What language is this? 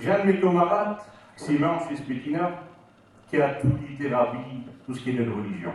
Picard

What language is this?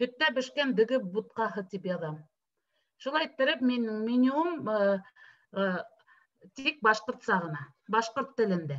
Bashkir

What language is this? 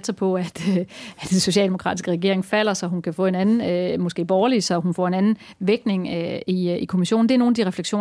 Danish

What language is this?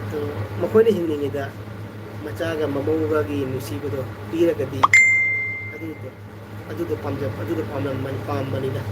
Manipuri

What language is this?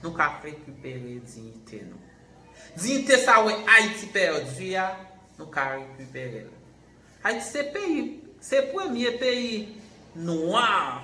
Haitian Creole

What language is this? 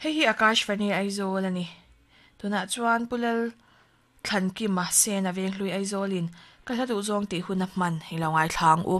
Mizo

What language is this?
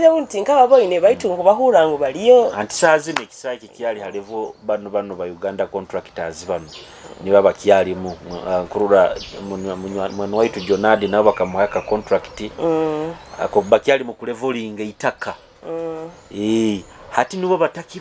Nyoro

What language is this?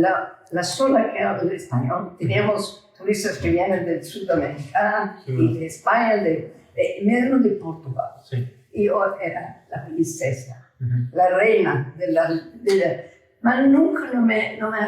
Ladino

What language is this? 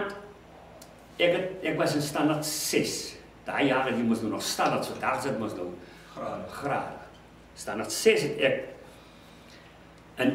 Afrikaans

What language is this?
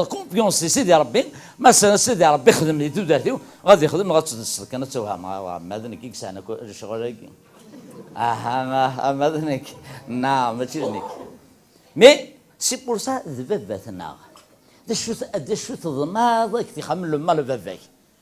Kabyle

